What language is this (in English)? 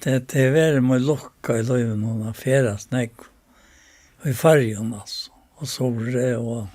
Faroese